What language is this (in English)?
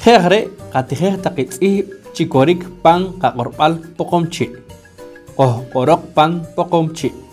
Poqomchi'